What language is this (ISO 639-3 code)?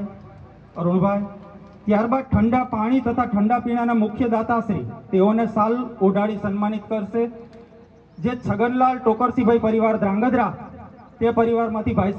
guj